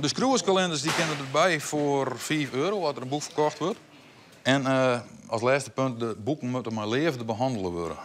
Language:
Western Frisian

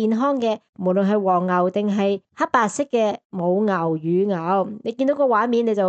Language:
Cantonese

